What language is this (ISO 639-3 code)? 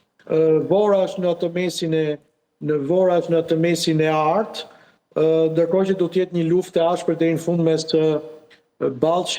sqi